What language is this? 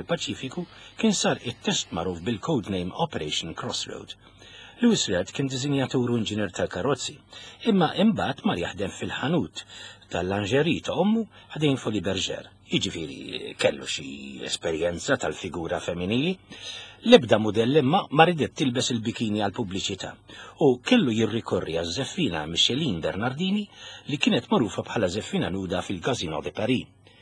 Maltese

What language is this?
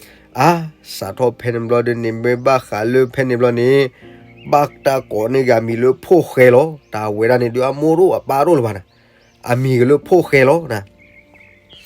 S'gaw Karen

